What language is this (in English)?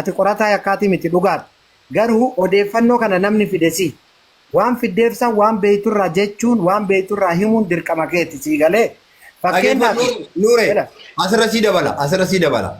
Oromo